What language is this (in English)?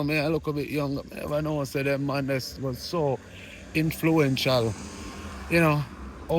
Jamaican Creole English